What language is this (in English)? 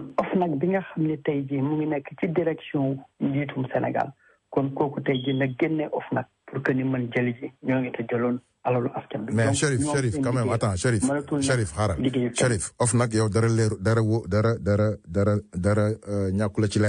Wolof